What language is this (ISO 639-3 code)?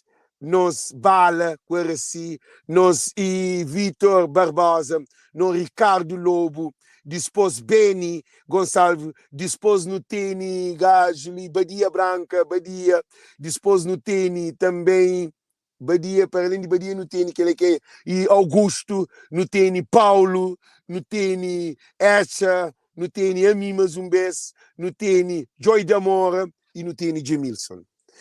kea